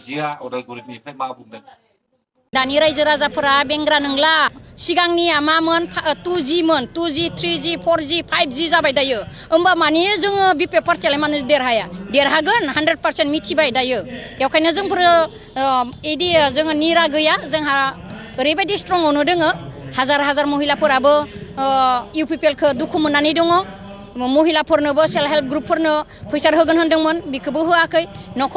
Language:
Bodo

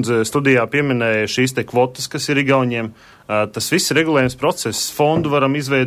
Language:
Latvian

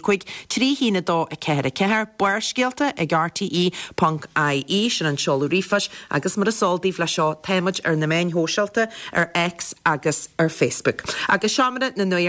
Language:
Irish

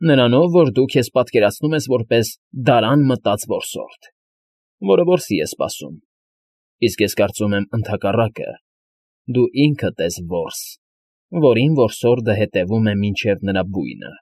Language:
Armenian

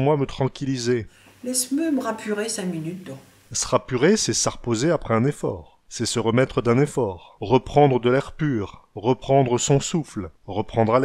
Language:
Picard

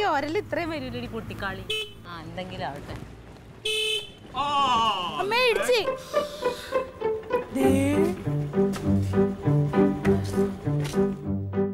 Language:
Malayalam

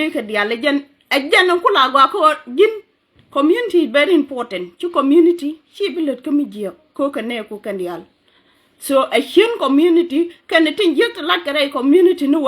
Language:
Nuer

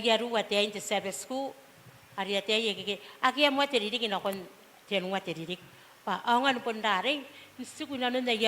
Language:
Gilbertese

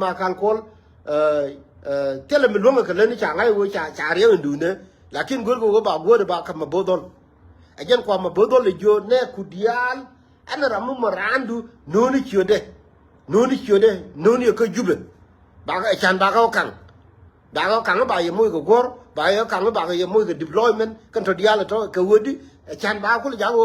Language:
Nuer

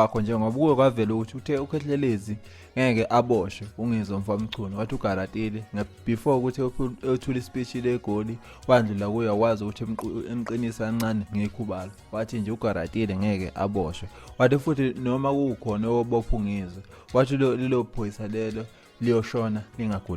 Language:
Zulu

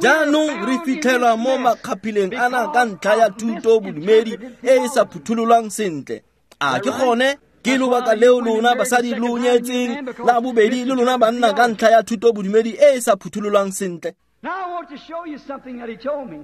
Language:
Tswana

